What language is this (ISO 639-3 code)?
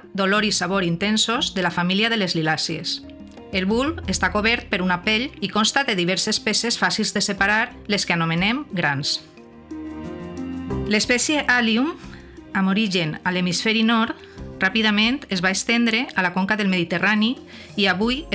cat